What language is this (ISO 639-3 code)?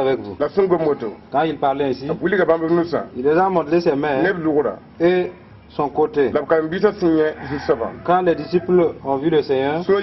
mos